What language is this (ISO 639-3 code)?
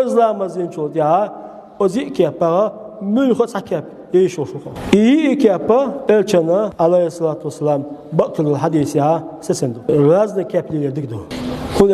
che